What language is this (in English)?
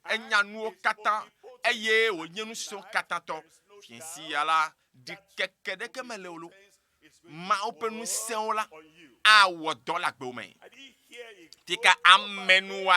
Ewe